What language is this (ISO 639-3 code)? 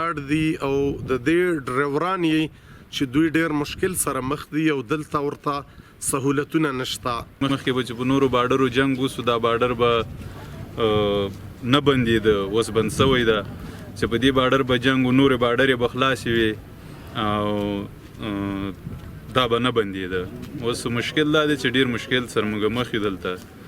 pus